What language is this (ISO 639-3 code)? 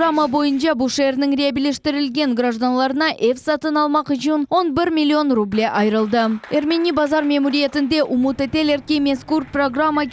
crh